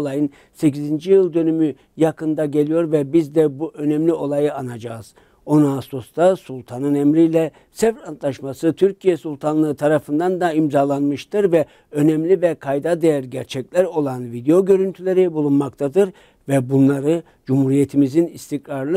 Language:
Turkish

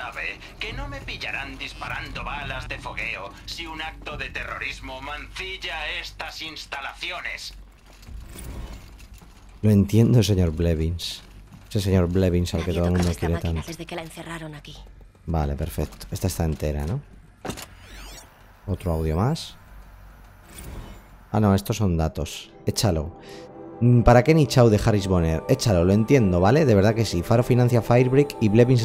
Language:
Spanish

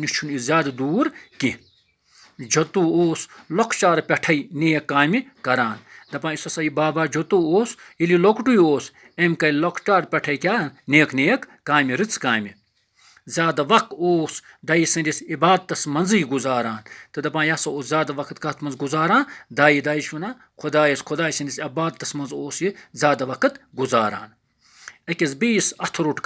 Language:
Kashmiri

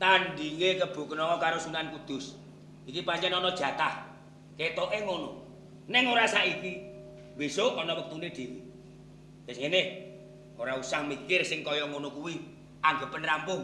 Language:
Javanese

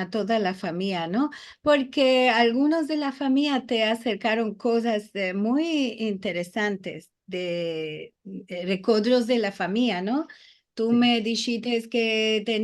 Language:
Ladino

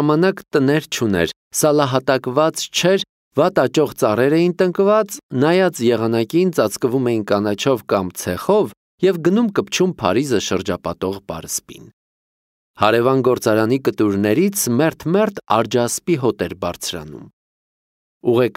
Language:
Armenian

